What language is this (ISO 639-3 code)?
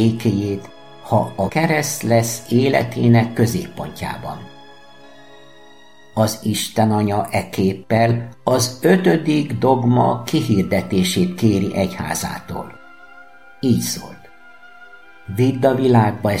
hun